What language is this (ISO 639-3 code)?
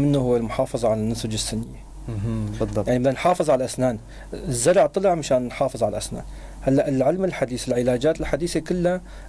apc